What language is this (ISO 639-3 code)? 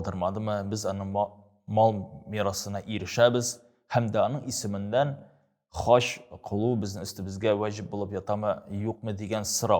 tat